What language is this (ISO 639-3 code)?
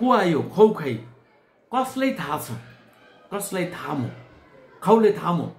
nep